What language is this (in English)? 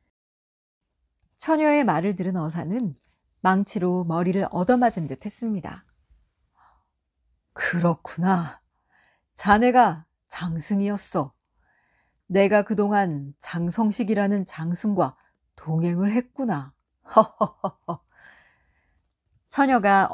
Korean